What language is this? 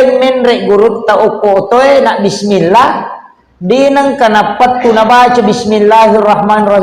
Buginese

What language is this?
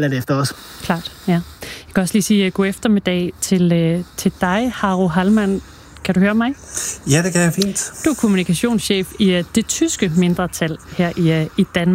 Danish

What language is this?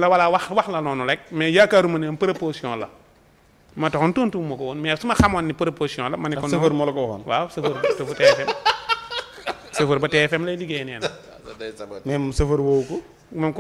Wolof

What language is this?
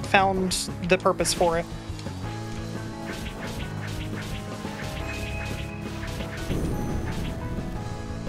English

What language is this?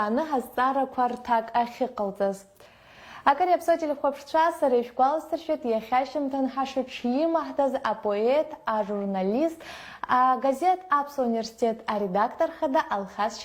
Abkhazian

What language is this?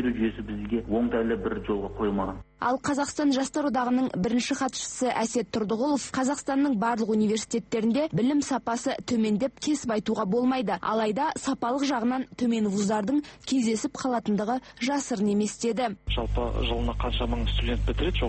Kazakh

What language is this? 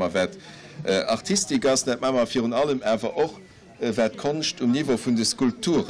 Luxembourgish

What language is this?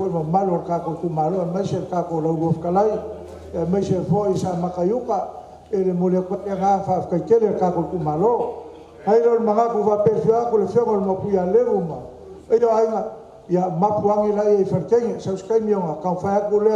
Samoan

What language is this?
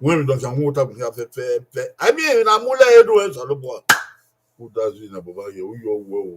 Bini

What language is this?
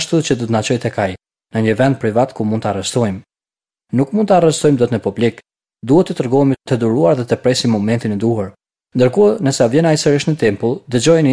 Albanian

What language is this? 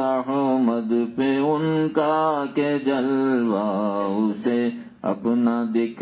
Urdu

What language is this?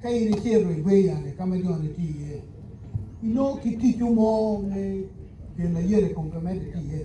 Acoli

